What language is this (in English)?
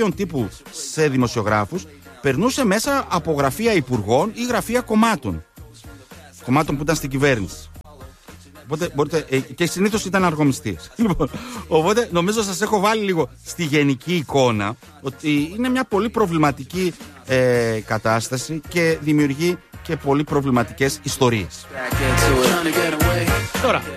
Greek